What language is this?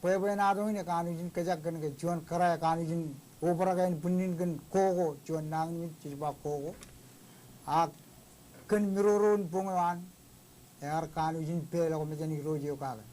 Marshallese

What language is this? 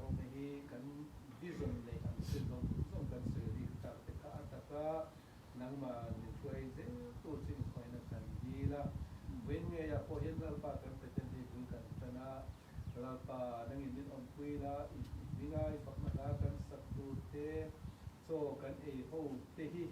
Mizo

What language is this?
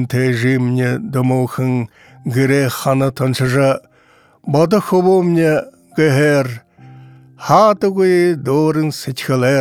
Buriat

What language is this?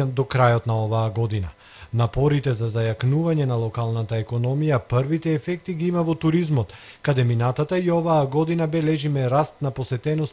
Macedonian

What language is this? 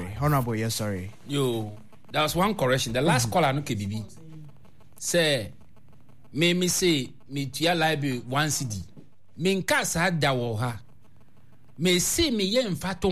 Akan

